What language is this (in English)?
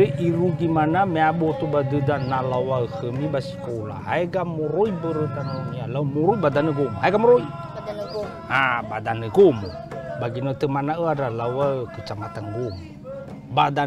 Nias